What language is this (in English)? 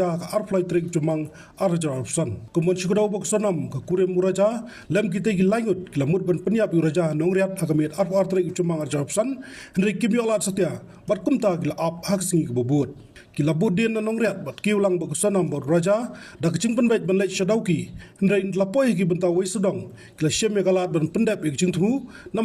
Khasi